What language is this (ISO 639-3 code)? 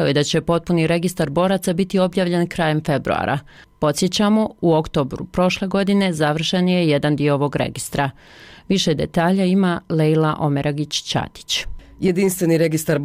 bos